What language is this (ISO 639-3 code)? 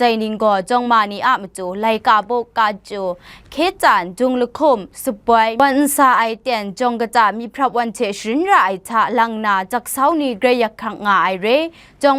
kac